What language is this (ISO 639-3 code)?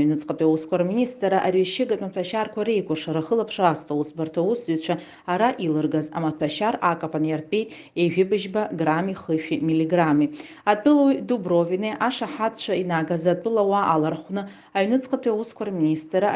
abk